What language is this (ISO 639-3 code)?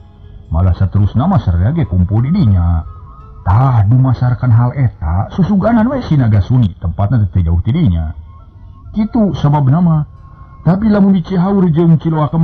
sun